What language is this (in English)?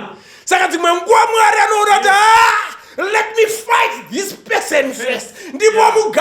Shona